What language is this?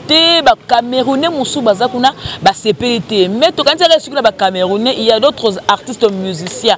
Lingala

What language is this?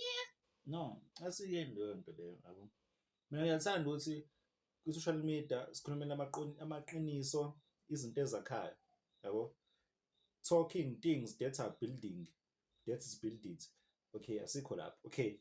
Zulu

